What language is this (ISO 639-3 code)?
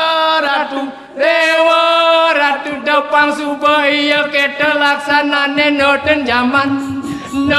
ban